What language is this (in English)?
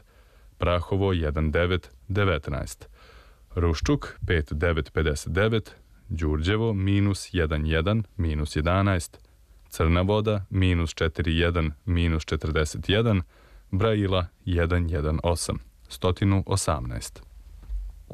Serbian